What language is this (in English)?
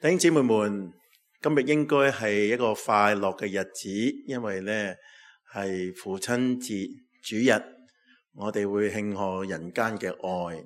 Cantonese